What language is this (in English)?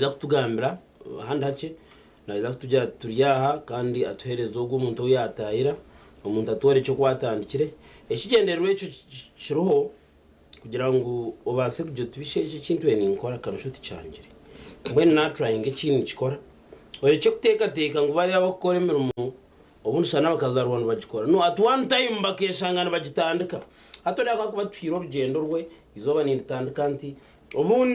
Nyankole